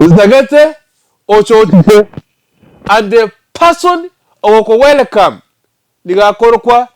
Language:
Gusii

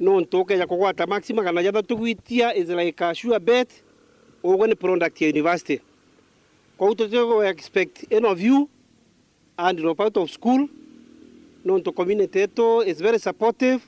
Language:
Meru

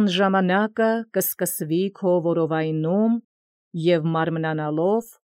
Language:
Armenian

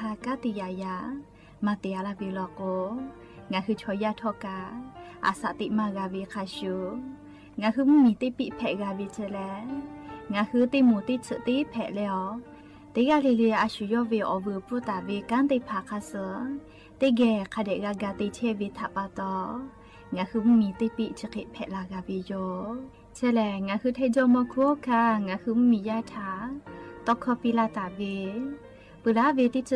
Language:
Lahu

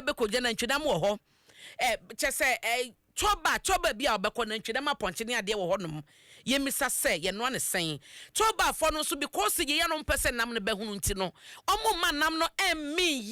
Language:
Akan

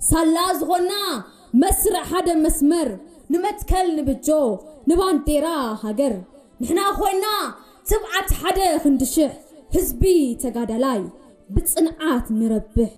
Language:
Tigrinya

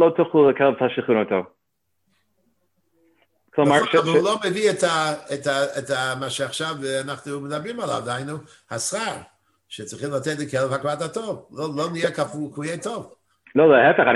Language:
Hebrew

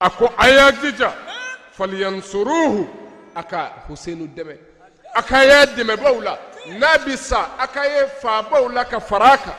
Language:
Bambara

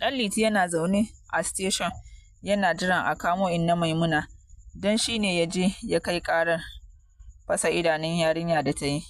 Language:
Hausa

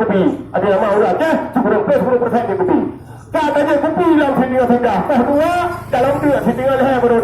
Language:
Achinese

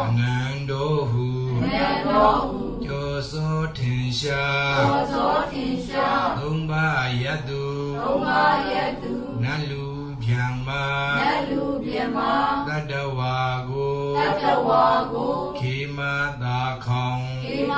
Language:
Burmese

